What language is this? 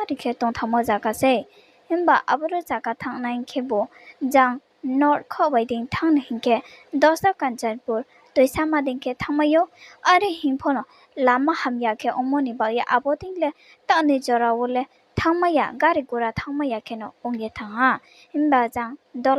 Riang (India)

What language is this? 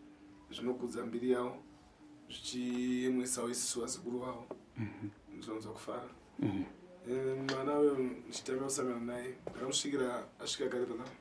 Shona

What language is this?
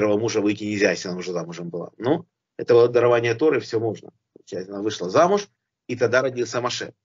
Russian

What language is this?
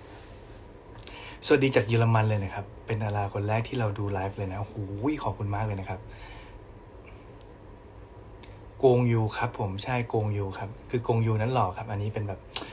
Thai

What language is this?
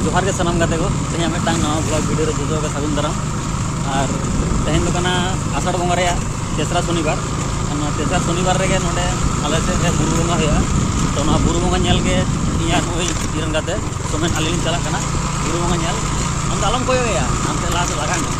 Santali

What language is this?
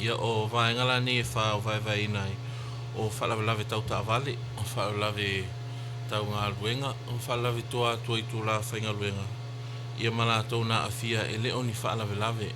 Samoan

